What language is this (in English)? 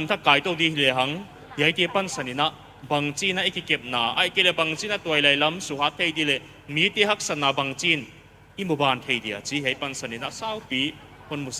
Paite Chin